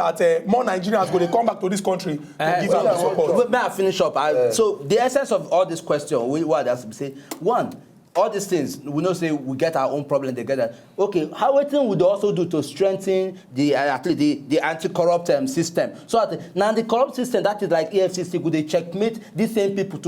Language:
Nigerian Pidgin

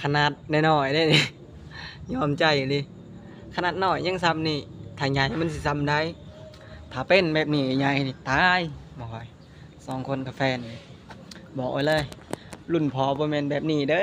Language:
Lao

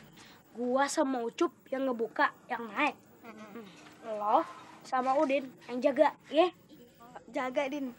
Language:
Betawi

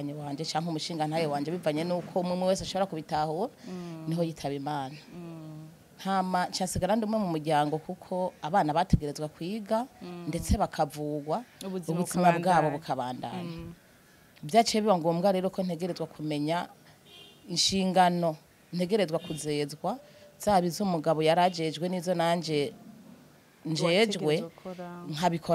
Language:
Rundi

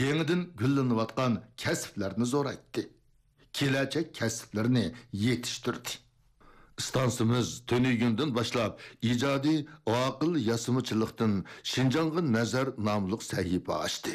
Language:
Uyghur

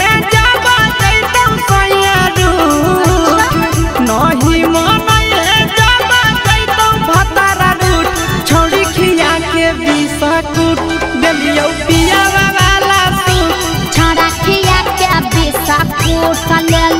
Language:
Magahi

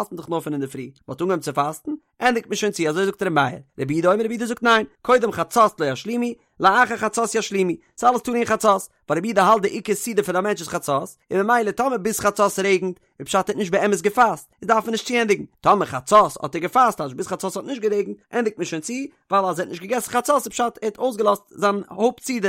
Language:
Yiddish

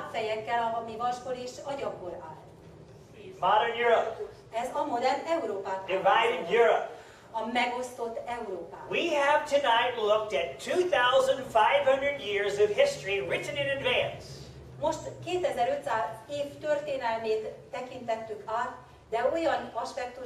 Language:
Hungarian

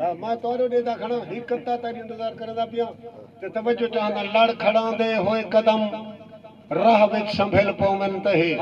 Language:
Saraiki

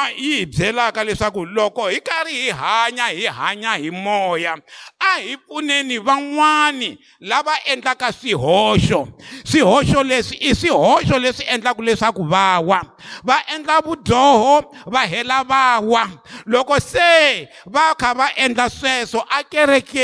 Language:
Tsonga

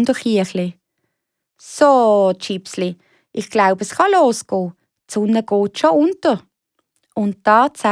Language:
Swiss German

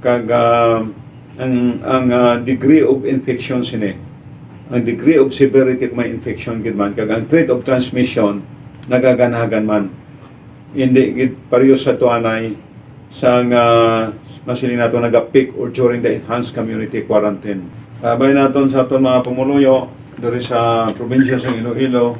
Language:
Hiligaynon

